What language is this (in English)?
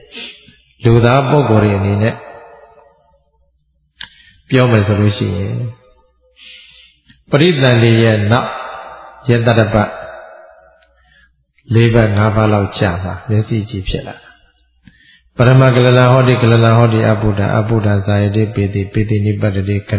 Burmese